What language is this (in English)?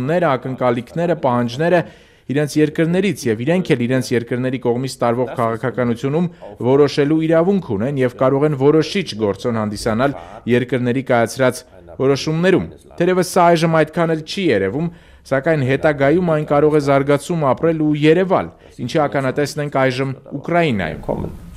Armenian